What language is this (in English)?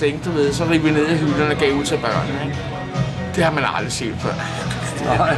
Danish